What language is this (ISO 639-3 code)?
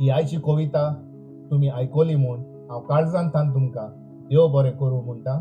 kok